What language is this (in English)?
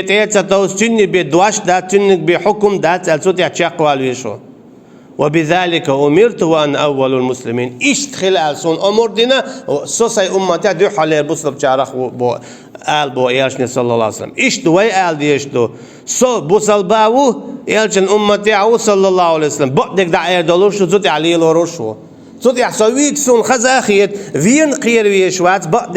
Chechen